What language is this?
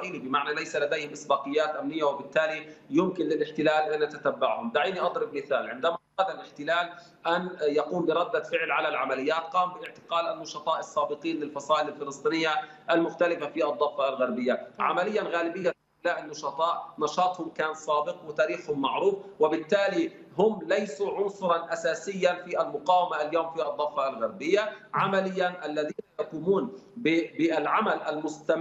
Arabic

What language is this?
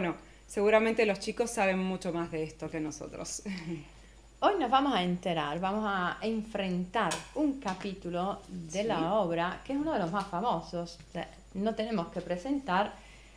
Spanish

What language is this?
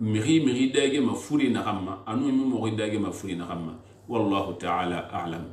Susu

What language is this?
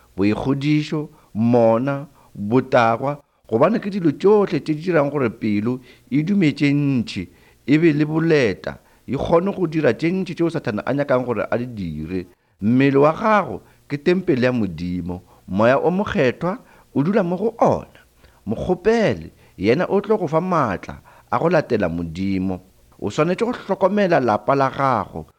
Northern Sotho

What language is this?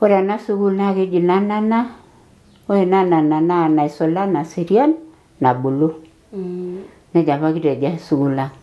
Masai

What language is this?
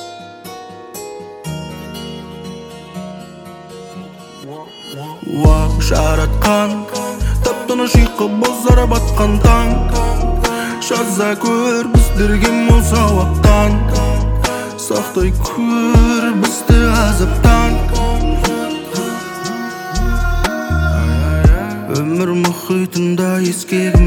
Kazakh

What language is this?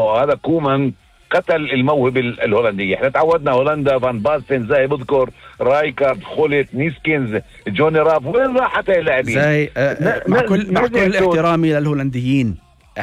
North Levantine Arabic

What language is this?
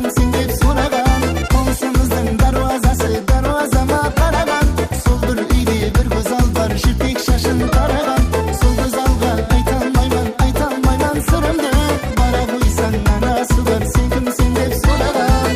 Kara-Kalpak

